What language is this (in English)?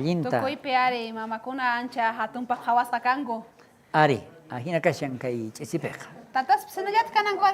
South Bolivian Quechua